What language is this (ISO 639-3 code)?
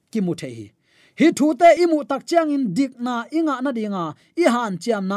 ctd